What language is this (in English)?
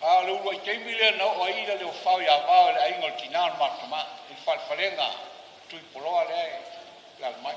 Samoan